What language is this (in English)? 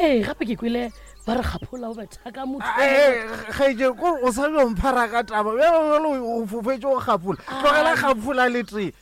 Northern Sotho